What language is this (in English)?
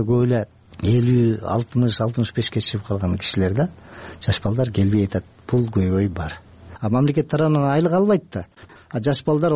Kyrgyz